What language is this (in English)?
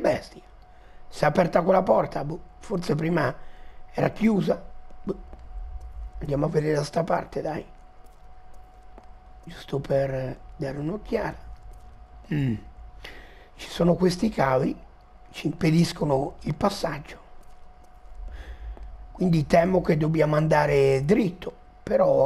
Italian